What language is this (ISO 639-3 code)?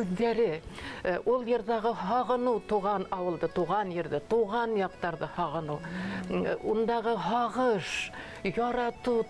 bak